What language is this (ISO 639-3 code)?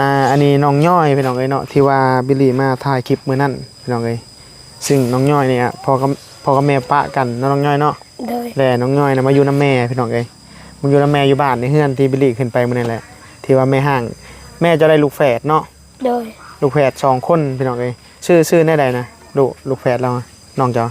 tts